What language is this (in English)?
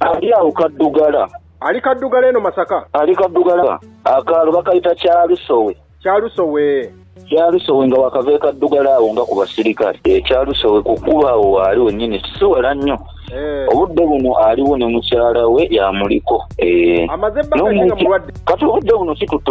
Ganda